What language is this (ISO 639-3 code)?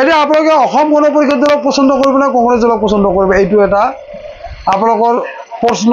asm